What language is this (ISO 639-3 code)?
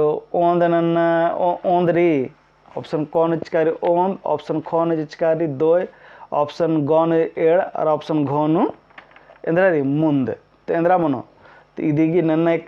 kru